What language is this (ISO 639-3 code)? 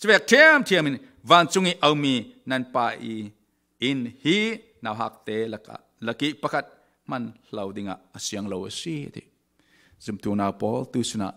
cfm